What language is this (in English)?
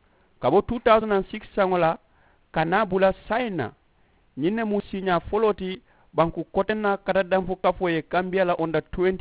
Mandingo